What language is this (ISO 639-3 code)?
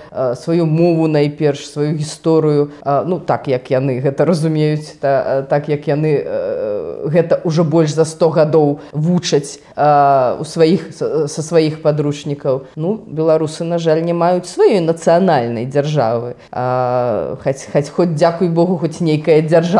bel